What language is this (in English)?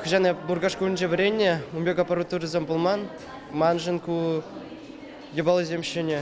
Chuvash